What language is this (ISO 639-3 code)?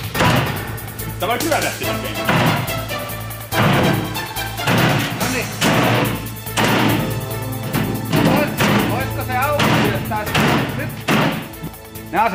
fin